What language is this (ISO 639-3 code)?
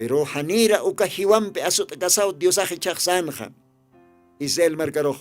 aym